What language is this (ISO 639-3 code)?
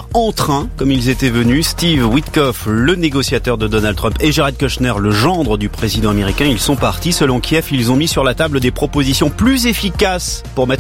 fra